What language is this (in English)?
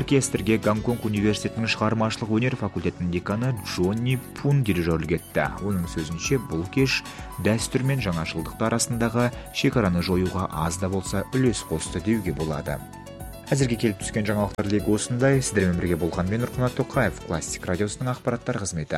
Kazakh